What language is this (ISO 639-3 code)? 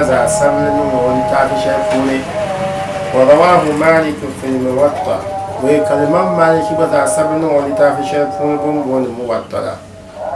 dag